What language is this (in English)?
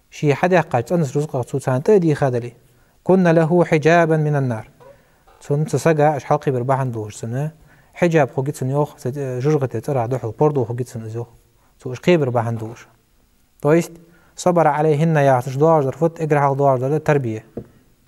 Ingush